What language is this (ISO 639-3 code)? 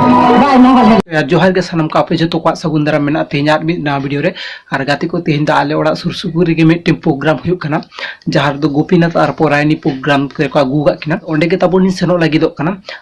sat